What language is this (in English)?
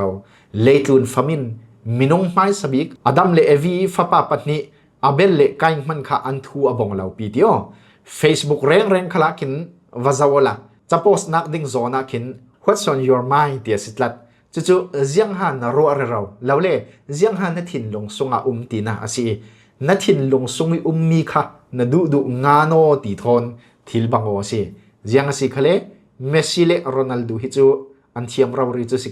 Falam Chin